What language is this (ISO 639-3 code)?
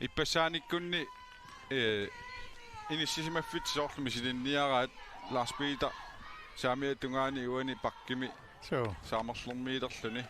kal